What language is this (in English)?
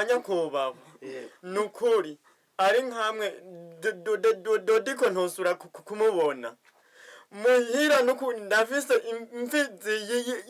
Rundi